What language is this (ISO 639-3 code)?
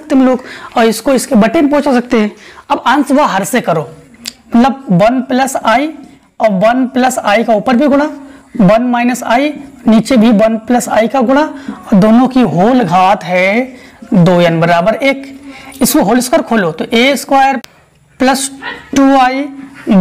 hin